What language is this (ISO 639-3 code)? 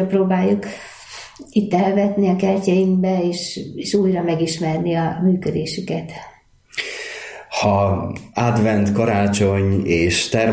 hun